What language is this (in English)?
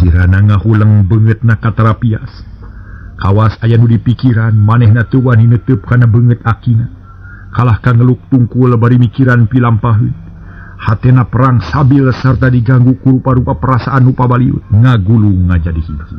Sundanese